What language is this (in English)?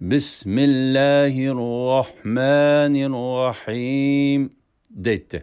Uyghur